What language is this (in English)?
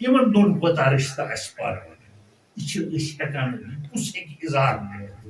Kashmiri